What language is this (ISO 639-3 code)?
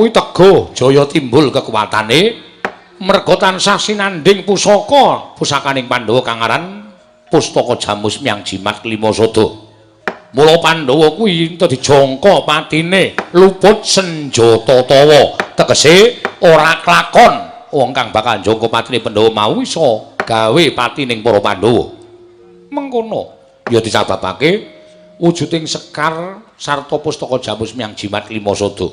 jav